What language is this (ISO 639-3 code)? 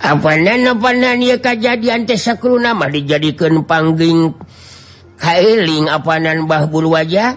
sun